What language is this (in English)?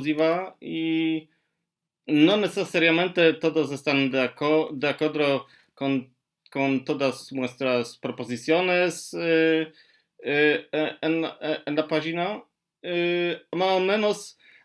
Ladino